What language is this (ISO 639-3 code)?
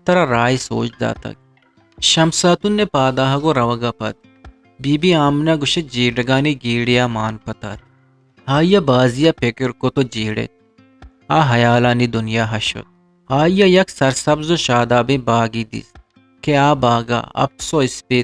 bgp